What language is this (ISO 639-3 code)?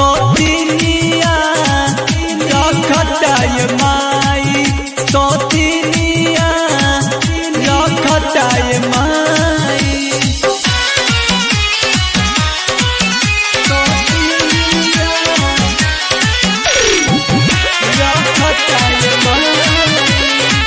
bho